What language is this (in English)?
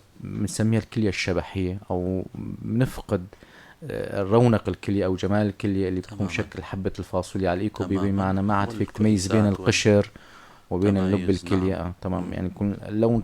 North Levantine Arabic